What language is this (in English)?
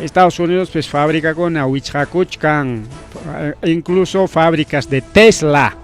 Ayacucho Quechua